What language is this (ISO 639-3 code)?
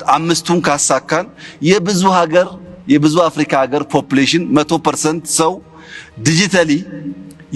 amh